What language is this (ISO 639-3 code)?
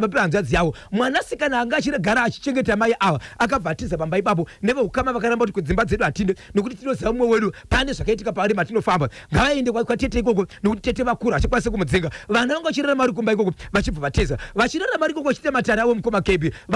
sna